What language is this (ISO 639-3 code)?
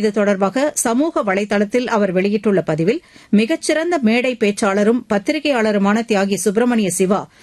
tam